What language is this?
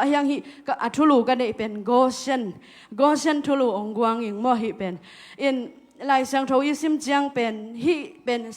Tedim Chin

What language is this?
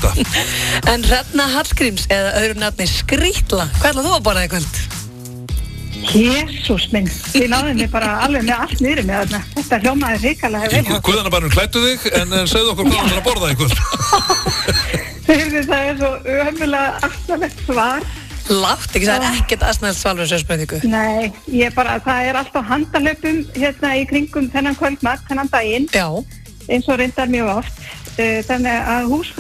Icelandic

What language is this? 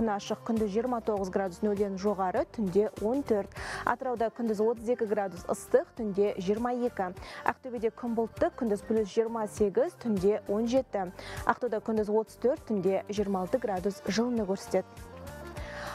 Kazakh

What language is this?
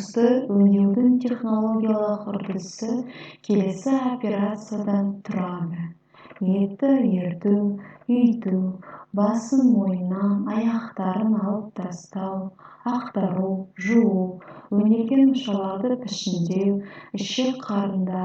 Kazakh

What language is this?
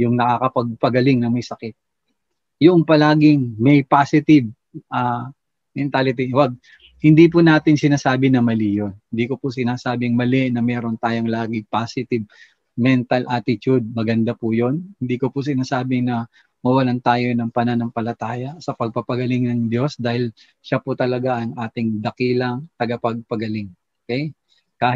Filipino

